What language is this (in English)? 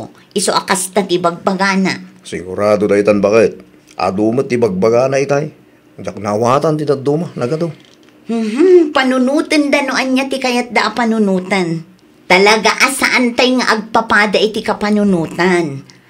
Iloko